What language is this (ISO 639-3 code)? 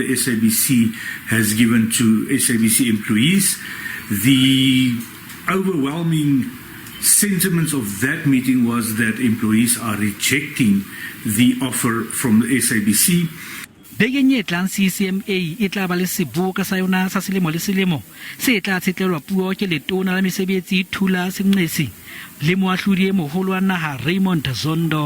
sot